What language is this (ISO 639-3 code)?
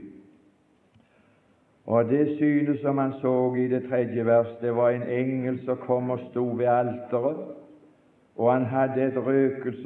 nor